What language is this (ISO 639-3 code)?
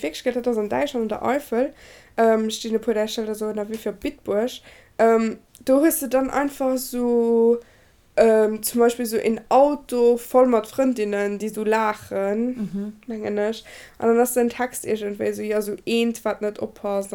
ltz